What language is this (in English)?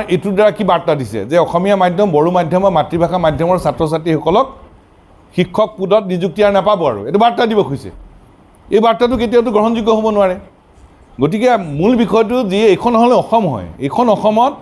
Assamese